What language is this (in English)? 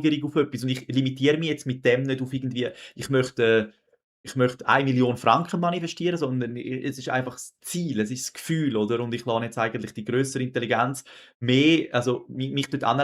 Swiss German